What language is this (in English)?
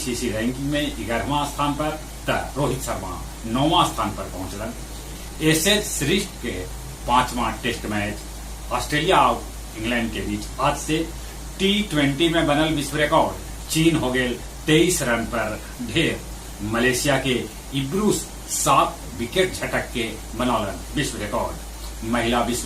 Magahi